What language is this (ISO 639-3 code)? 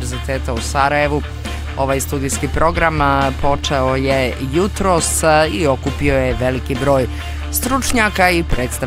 bos